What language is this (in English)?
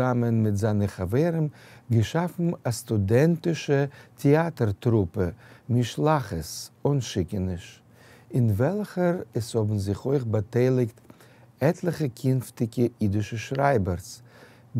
Yiddish